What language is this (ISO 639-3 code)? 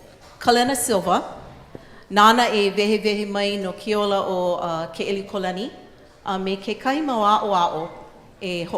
haw